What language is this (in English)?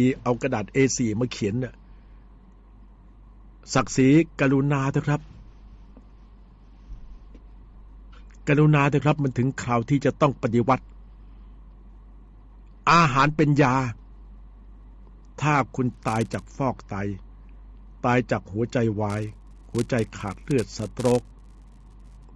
Thai